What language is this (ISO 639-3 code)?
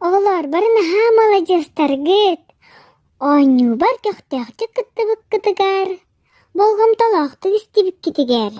sah